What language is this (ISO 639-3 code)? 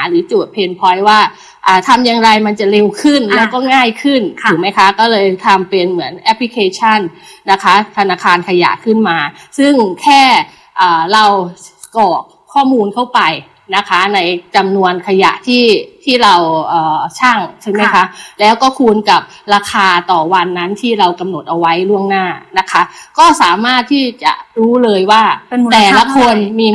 tha